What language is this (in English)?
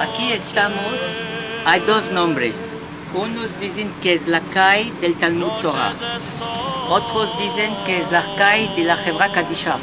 Ladino